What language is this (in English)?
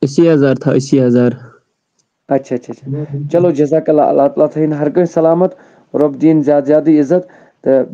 Kashmiri